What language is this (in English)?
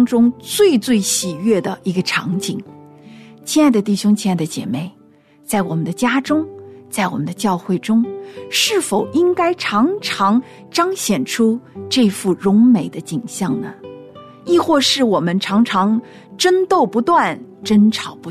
Chinese